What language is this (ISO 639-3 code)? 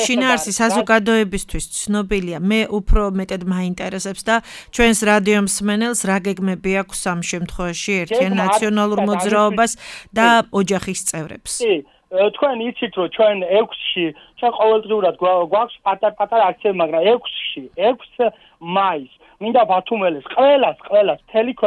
kat